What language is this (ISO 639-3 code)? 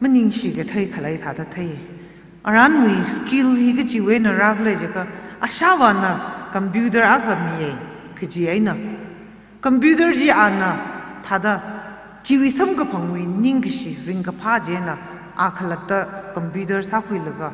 nmf